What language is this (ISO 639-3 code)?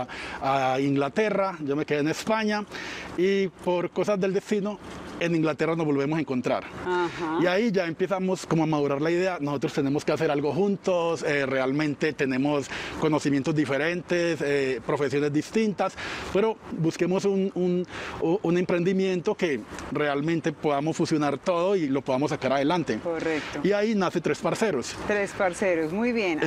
spa